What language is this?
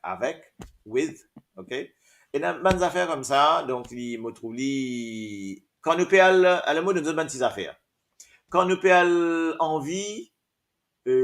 Morisyen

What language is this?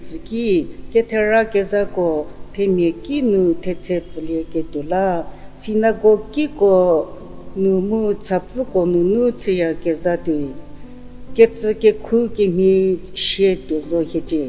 Angami Naga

